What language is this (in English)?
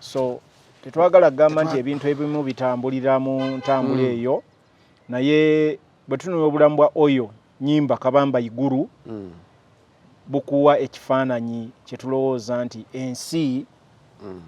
Ganda